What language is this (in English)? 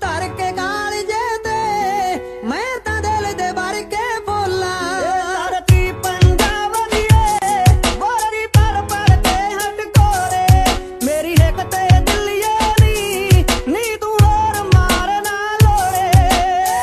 Punjabi